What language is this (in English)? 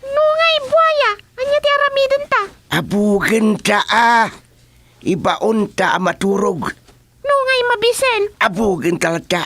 Iloko